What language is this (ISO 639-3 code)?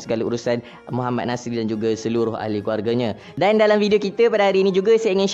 msa